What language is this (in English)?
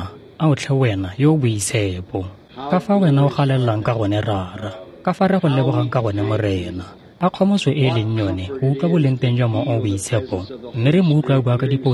Tswana